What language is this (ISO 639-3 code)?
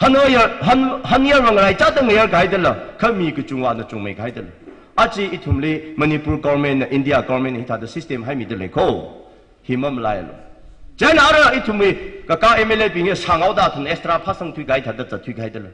nmf